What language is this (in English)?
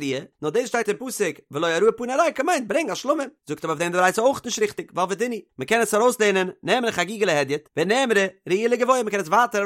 Yiddish